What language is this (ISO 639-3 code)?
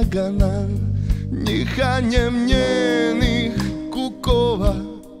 srp